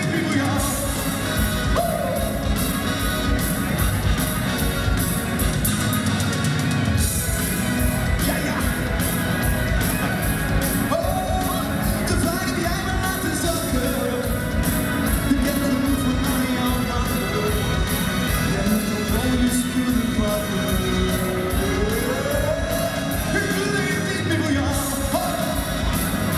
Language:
Dutch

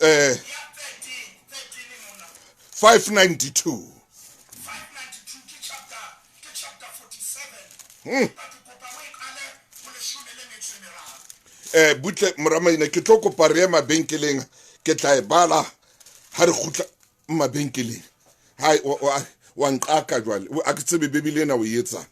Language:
Southern Sotho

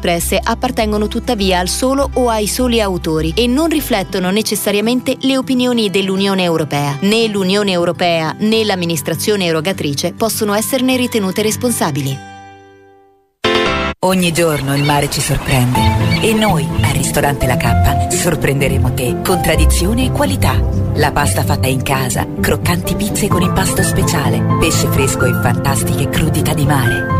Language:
Italian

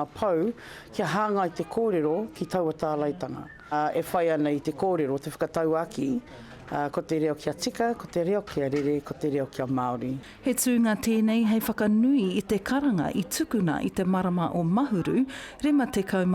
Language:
Māori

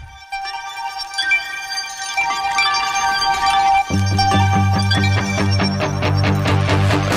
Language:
Estonian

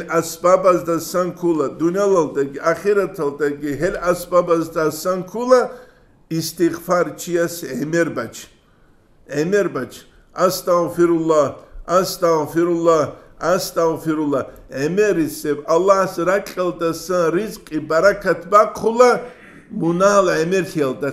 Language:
Avaric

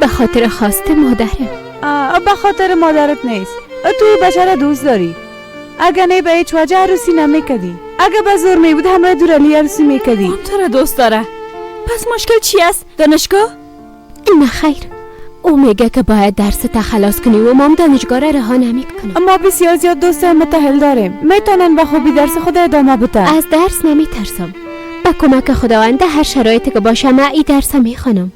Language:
Persian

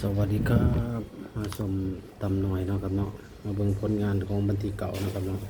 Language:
Northeastern Thai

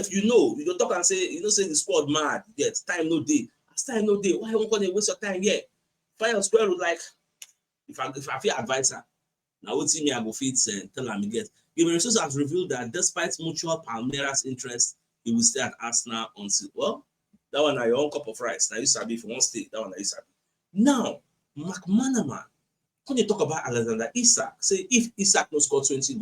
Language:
Nigerian Pidgin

